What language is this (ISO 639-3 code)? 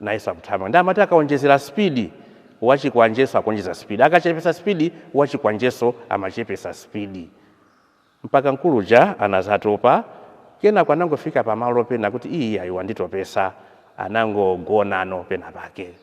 nya